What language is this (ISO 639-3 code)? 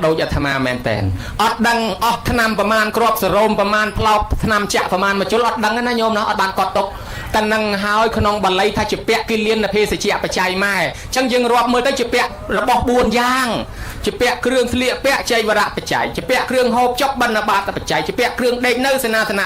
khm